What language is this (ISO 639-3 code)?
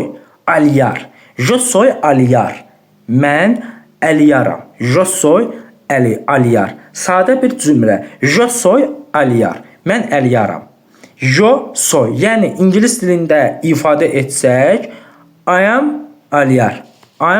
aze